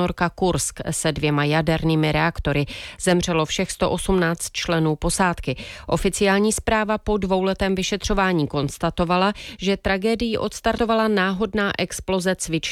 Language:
Czech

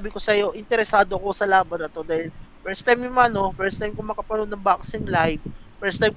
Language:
Filipino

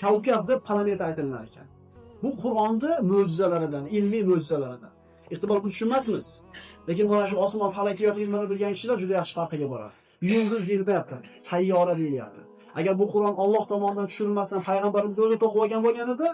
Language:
Uzbek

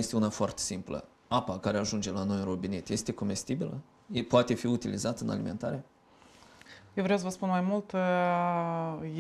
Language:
Romanian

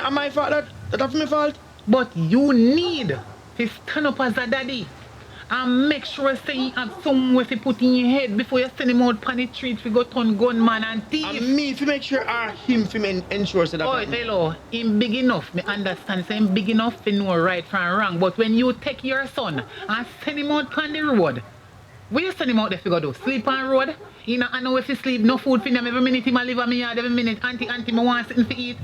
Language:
Jamaican Creole English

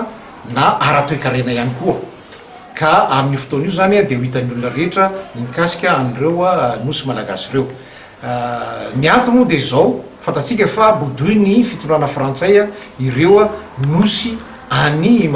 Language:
Malagasy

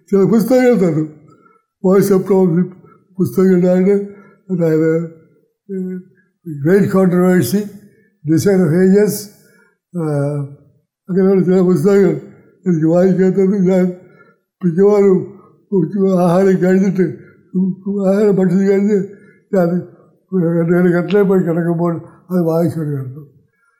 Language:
Malayalam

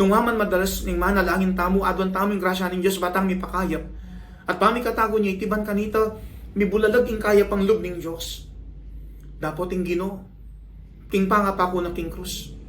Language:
Pampanga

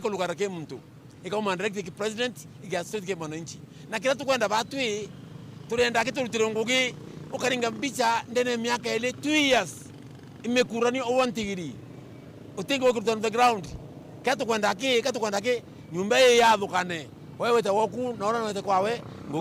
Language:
Meru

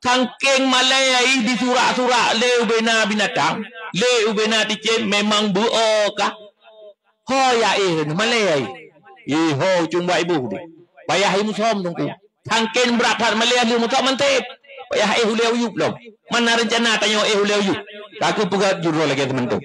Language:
Achinese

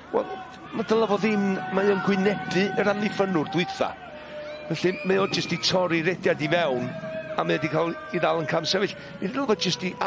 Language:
Welsh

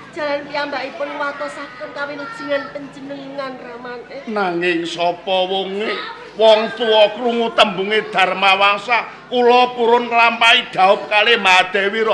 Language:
Javanese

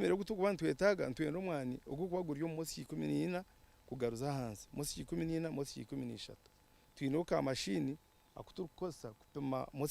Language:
Nyankole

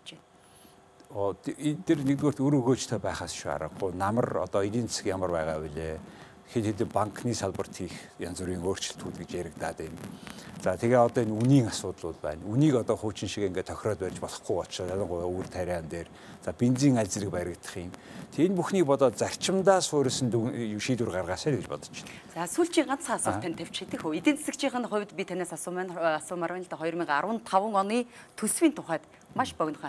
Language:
Mongolian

